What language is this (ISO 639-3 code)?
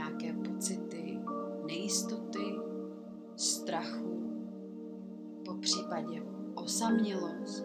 ces